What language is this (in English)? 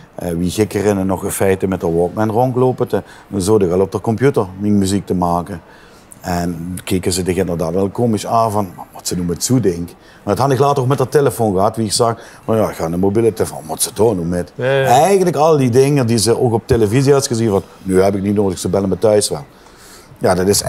Limburgish